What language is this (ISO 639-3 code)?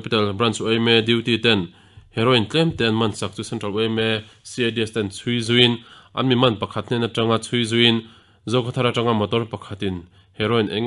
lus